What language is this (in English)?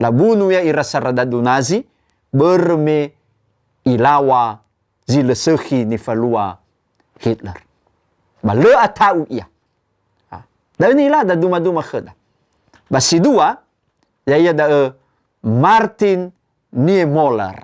Nias